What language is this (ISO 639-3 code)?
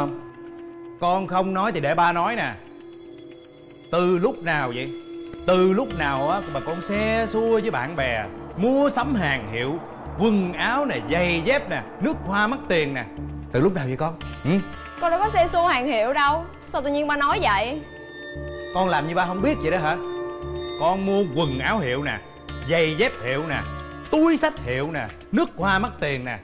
vie